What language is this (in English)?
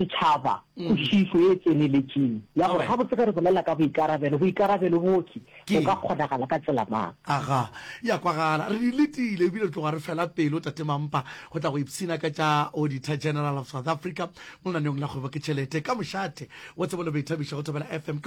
Northern Sotho